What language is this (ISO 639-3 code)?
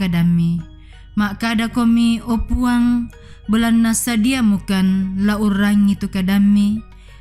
sda